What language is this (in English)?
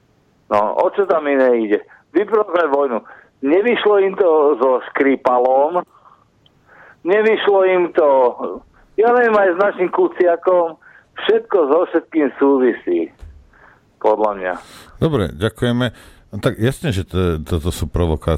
Slovak